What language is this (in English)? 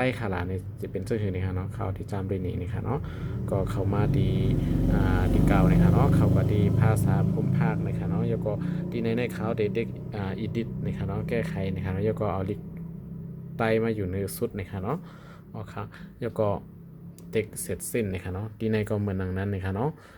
Shan